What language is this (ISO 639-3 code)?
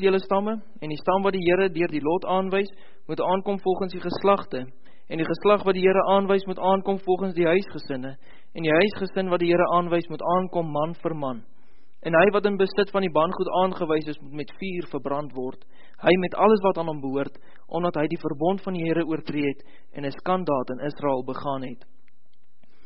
afr